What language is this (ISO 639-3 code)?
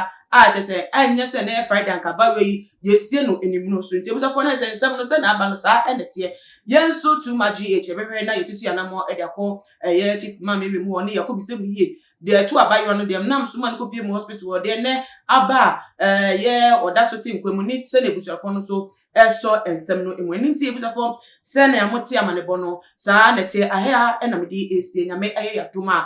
aka